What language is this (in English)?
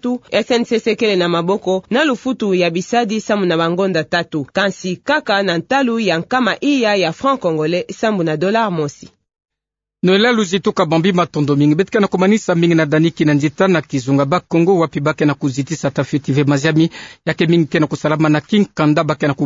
Kituba (Democratic Republic of Congo)